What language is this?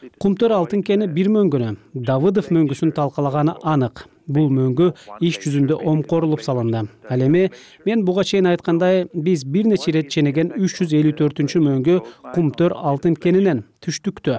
Kyrgyz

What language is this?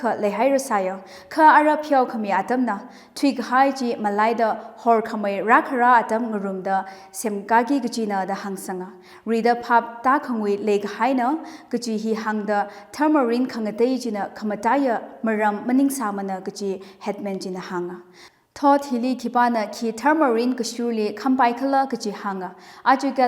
Tangkhul Naga (India)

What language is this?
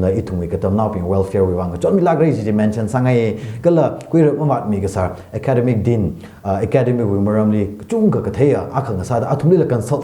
Tangkhul Naga (India)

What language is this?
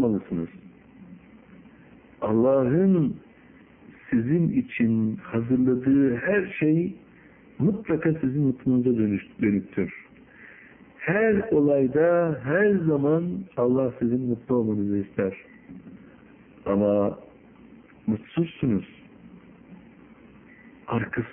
Turkish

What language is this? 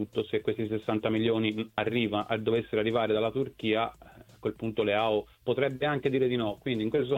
Italian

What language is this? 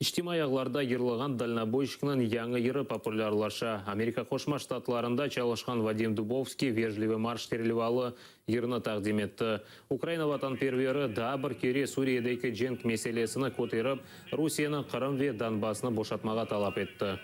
Crimean Tatar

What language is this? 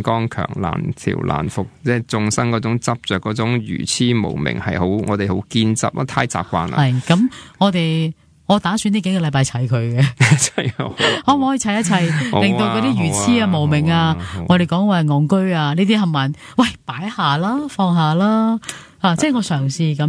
Cantonese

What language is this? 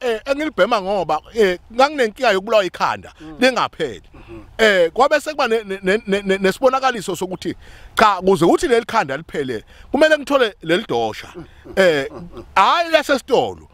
Zulu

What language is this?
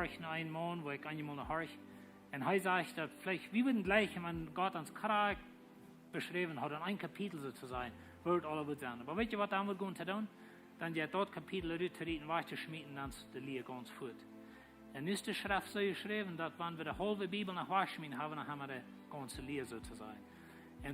Plautdietsch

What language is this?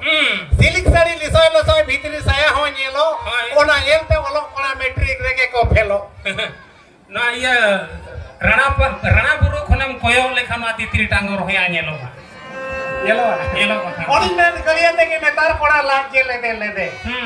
Santali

